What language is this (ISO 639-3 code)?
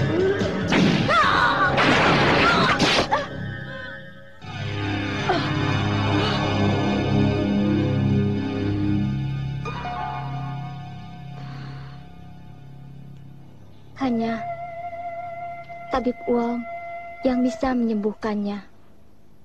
ind